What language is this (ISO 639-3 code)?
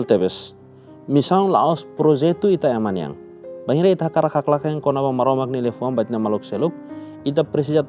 tet